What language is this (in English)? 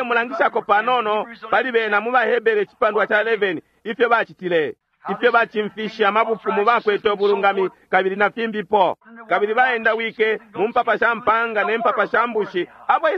Bemba